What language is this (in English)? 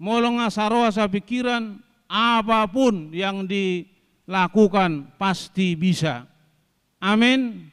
Batak Toba